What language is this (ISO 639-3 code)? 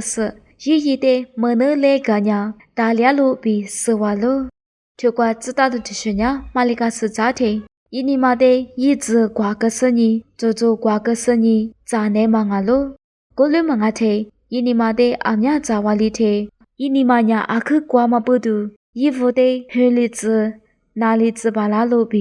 lis